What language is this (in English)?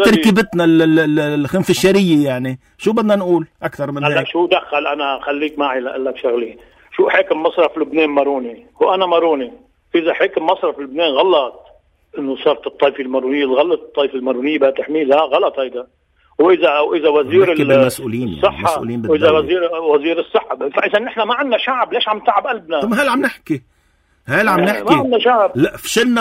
North Levantine Arabic